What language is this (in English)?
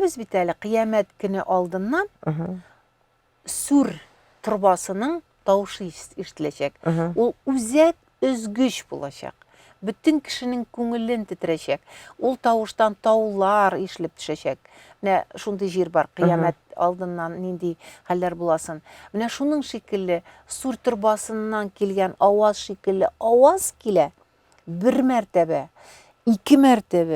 Tatar